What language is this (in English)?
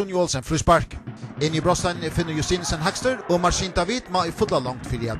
Faroese